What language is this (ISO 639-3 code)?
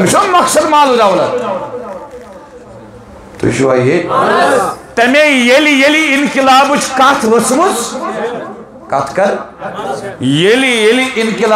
kas